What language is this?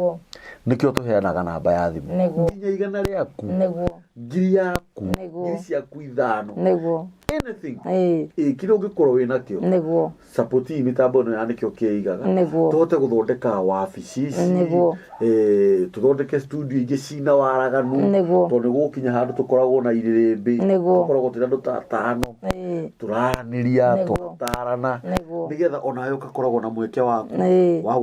Kikuyu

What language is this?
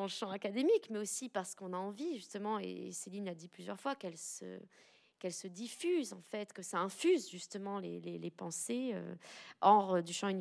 French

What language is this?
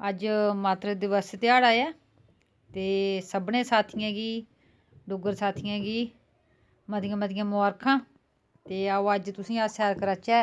Dogri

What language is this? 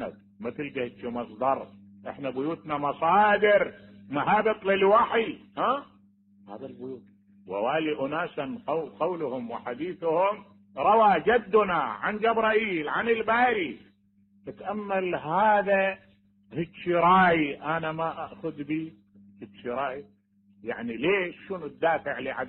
Mesopotamian Arabic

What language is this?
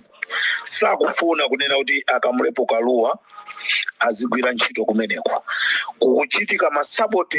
Nyanja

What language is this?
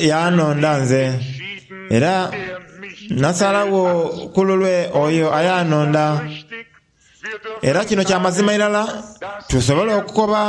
Soga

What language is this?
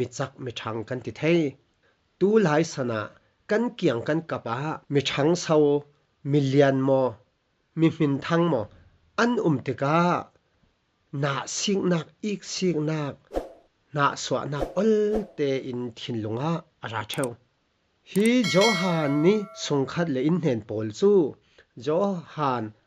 Falam Chin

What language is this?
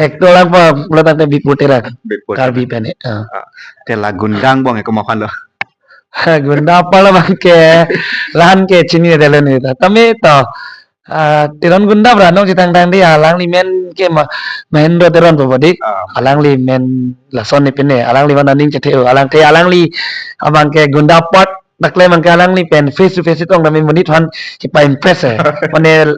Karbi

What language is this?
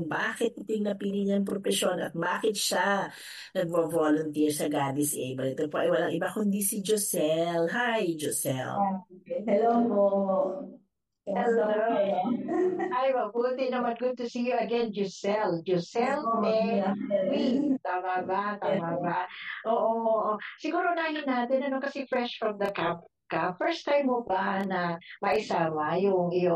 Filipino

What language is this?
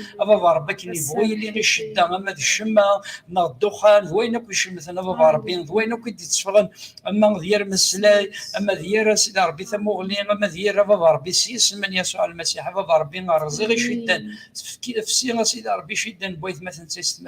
Kabyle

